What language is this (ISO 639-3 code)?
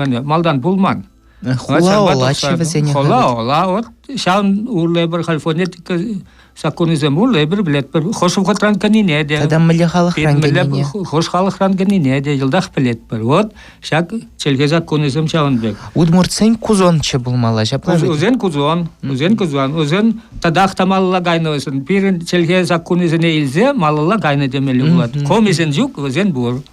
chv